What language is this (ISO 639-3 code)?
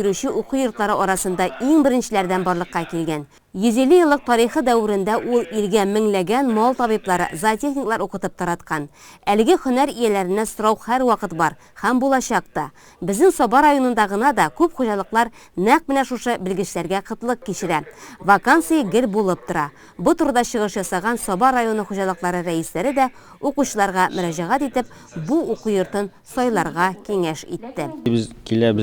tat